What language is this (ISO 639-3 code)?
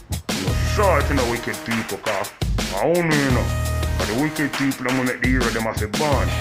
jam